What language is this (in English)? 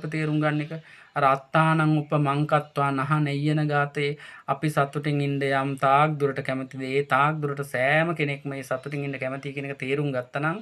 Sinhala